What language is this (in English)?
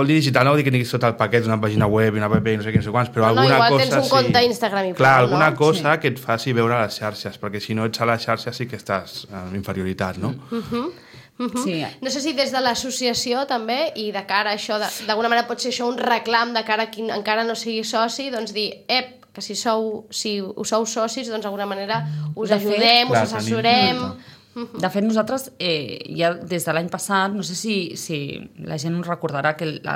Catalan